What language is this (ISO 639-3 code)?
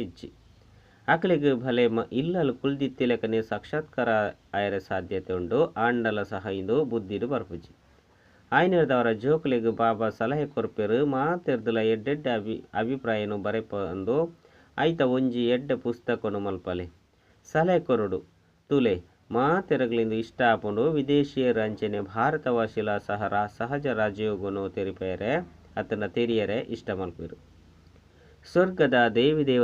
tcy